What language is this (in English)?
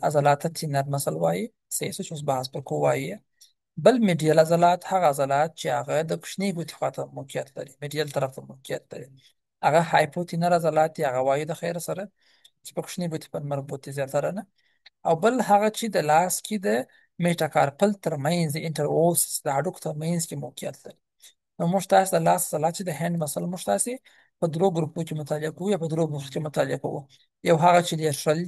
Pashto